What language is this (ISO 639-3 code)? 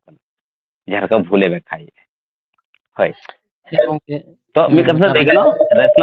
sat